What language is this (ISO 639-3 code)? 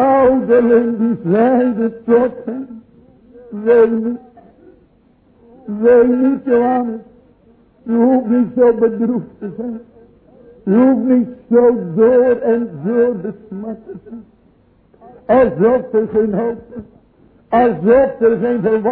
nld